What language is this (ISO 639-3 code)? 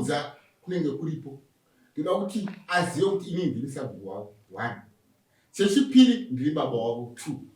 sna